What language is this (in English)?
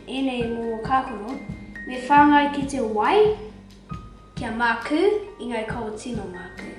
Māori